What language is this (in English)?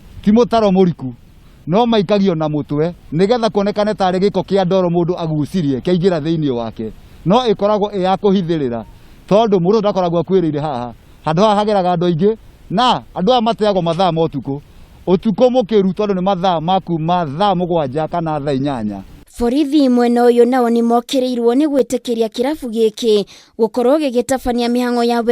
Kikuyu